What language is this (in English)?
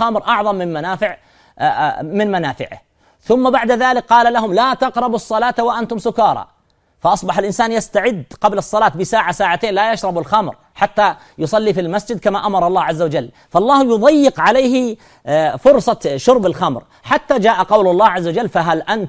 Arabic